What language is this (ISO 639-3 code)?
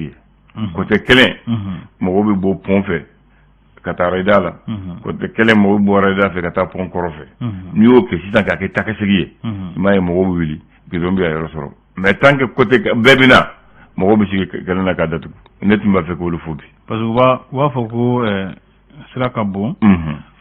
bam